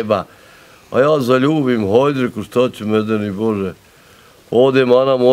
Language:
Bosnian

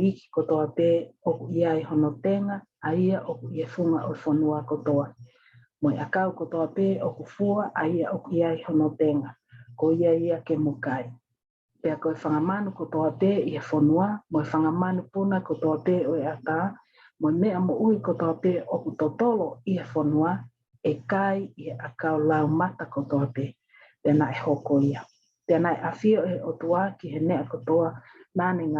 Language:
Tongan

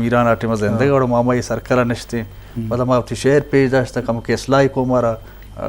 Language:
Eastern Balochi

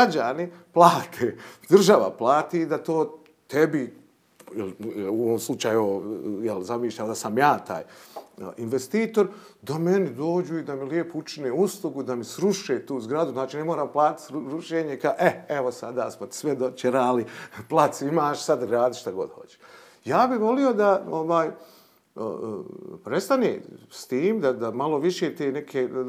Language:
Bosnian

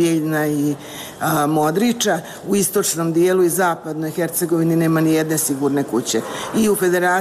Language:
Bosnian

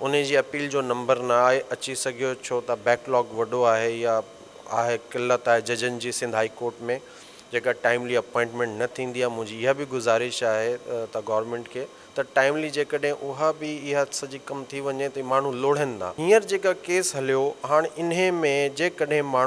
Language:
Sindhi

